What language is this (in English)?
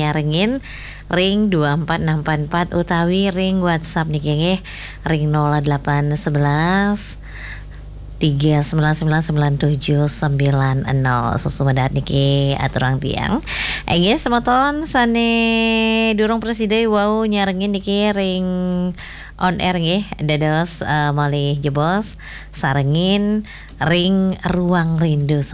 Balinese